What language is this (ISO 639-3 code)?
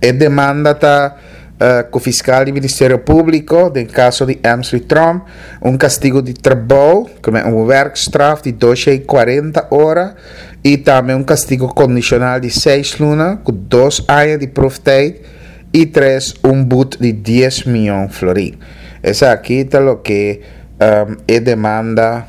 pap